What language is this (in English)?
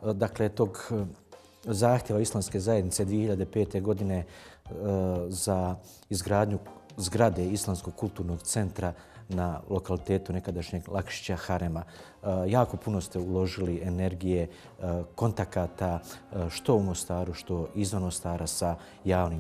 Bosnian